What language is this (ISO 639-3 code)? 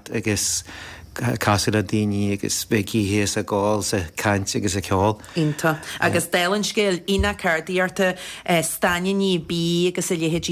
gle